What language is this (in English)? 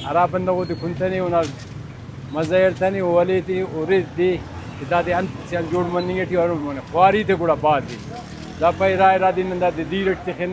Brahui